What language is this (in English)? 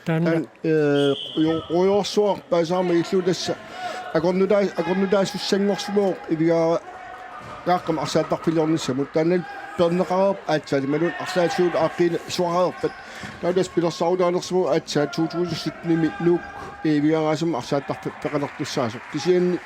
Kalaallisut